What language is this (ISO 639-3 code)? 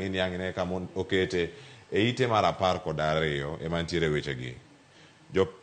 luo